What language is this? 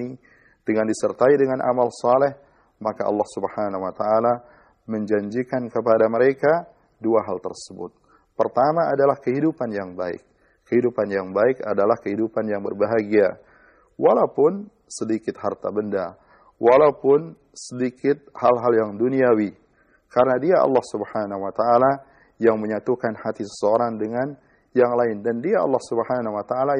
Indonesian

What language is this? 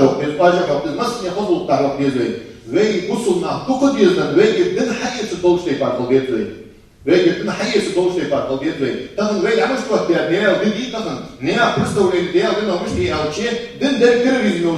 Ingush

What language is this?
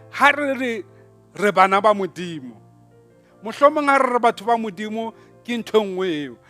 Southern Sotho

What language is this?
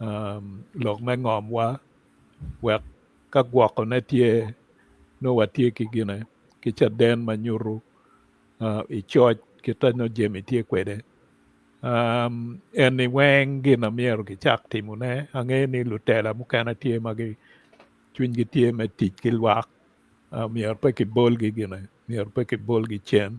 Acoli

